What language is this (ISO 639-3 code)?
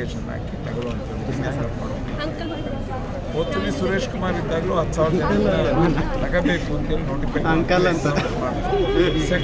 kan